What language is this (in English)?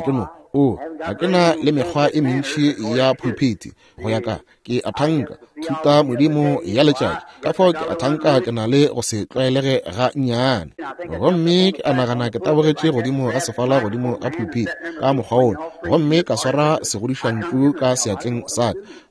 Northern Sotho